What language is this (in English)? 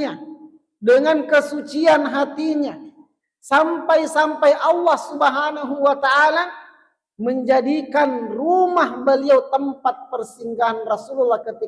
Buginese